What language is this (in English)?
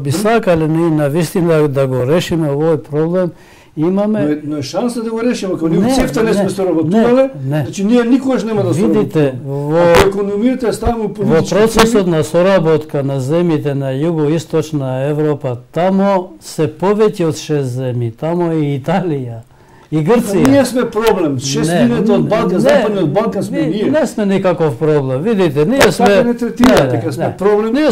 Macedonian